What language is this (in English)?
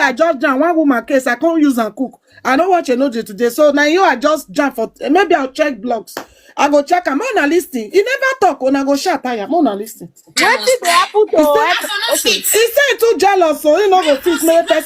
Nigerian Pidgin